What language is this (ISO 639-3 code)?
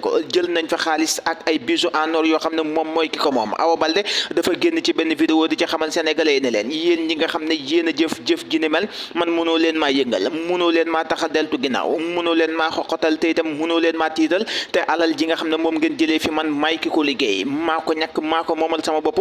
wol